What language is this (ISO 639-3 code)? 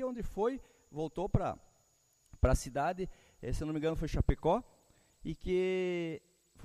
por